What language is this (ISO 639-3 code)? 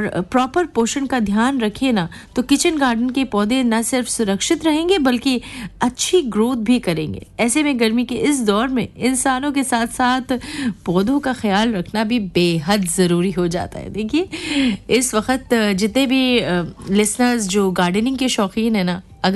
hin